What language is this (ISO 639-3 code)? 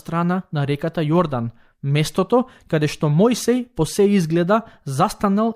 mkd